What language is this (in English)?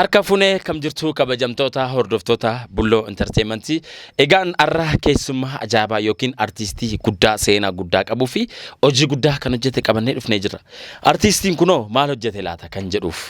Oromo